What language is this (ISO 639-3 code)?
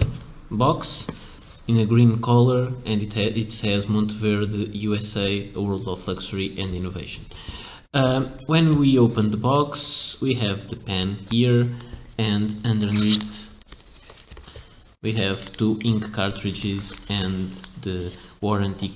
eng